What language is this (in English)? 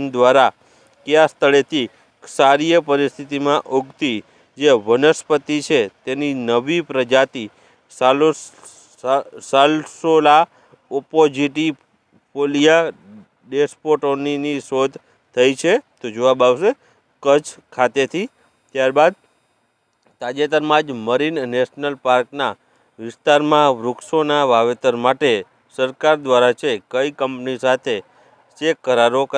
Gujarati